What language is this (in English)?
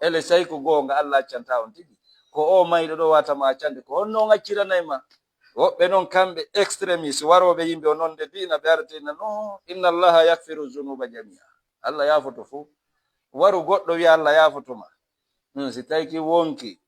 Fula